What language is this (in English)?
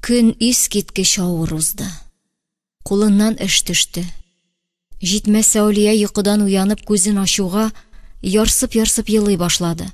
Tatar